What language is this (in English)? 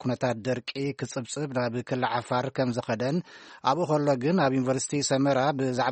Tigrinya